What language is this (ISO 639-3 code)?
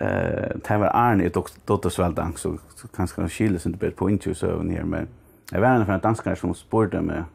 fao